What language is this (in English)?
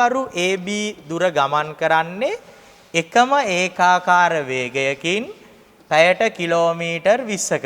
Sinhala